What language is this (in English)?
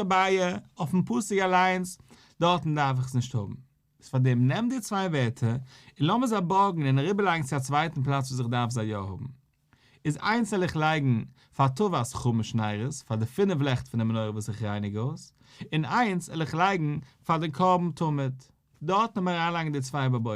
Yiddish